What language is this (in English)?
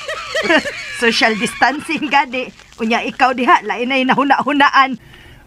Cebuano